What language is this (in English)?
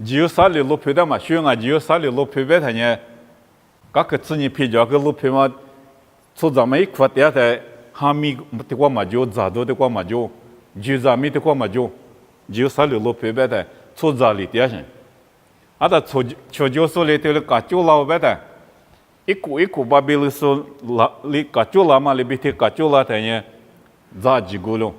Lisu